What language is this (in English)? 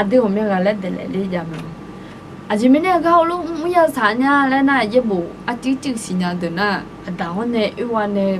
Akha